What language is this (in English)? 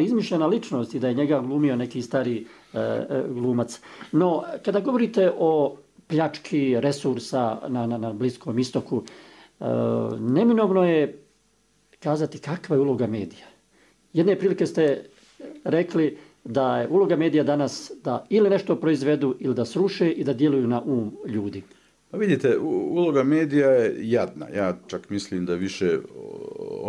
Bosnian